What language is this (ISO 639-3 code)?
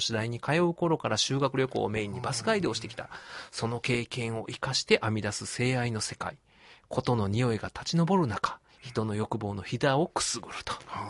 jpn